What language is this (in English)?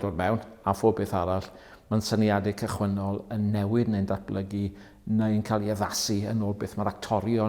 Welsh